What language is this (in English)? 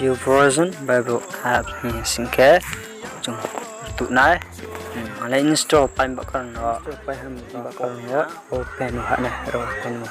Riang (India)